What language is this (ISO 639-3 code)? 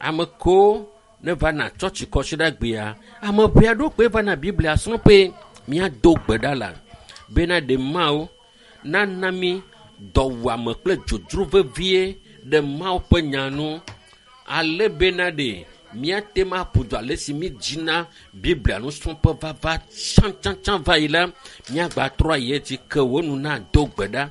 ewe